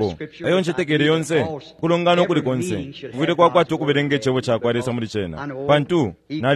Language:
Bemba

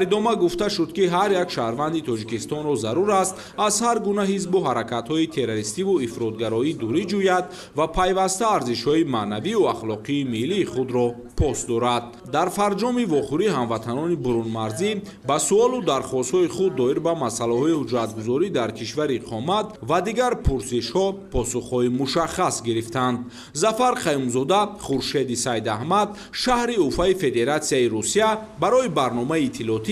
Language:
Tajik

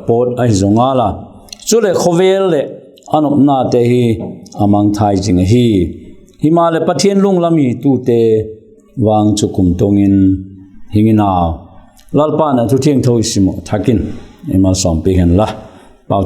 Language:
Vaiphei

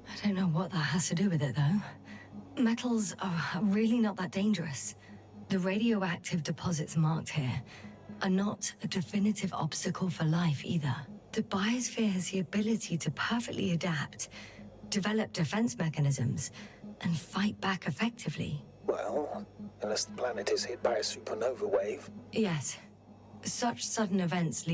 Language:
Bavarian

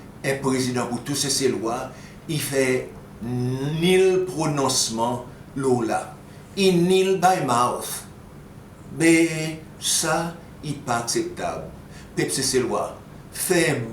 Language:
Seselwa Creole French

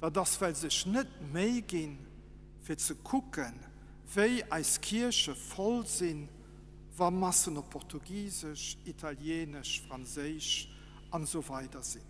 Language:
Luxembourgish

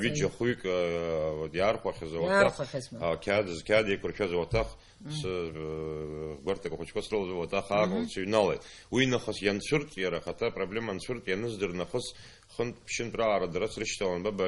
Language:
Abkhazian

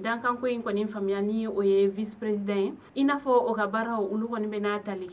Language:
Bambara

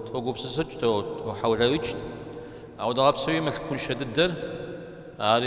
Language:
Kabardian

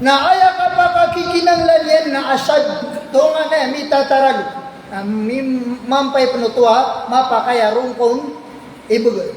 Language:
Maranao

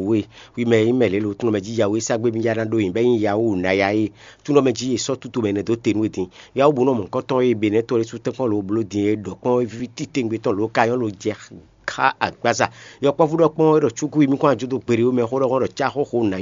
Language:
Fon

